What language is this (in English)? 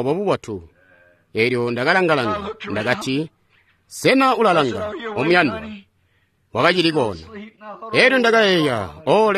Tonga (Zambia)